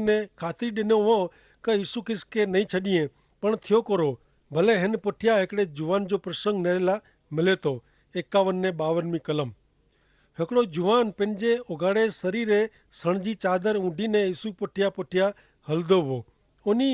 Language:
Kachhi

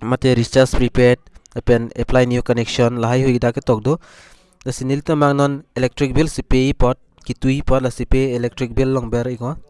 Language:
Karbi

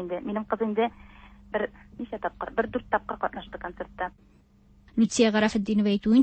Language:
Tatar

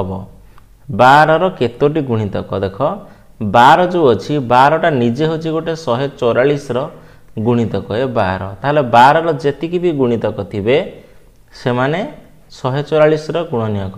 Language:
Odia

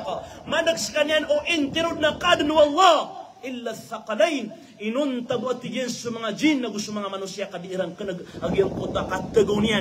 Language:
Maranao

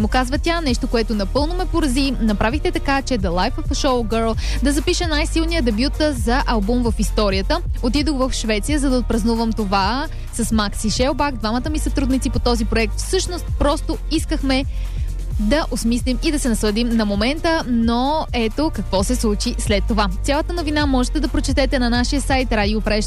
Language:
Bulgarian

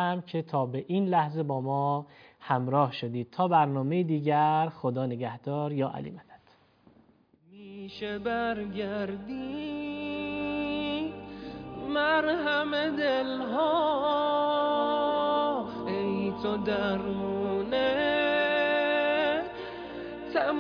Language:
Persian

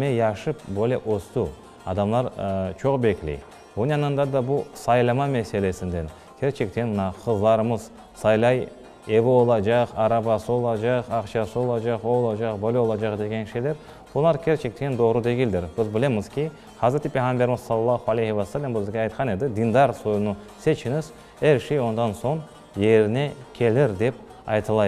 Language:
Crimean Tatar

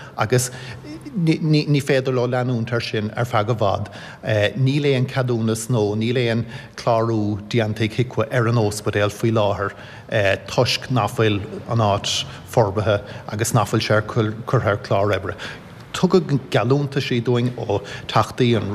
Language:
Irish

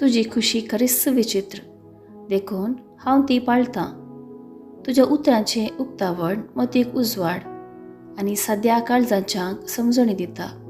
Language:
Konkani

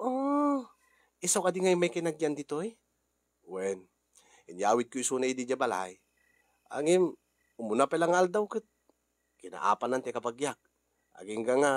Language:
Iloko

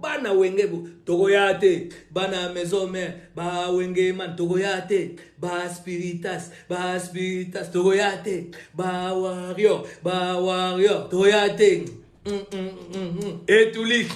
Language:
Lingala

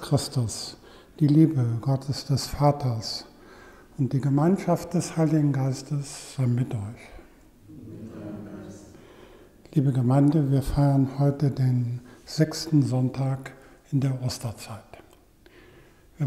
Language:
German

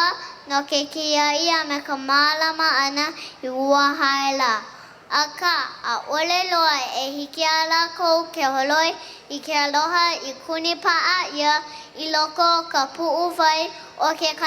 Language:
Hawaiian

